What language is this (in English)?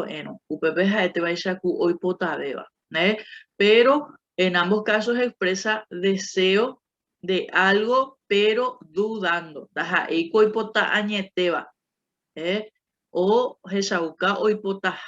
Guarani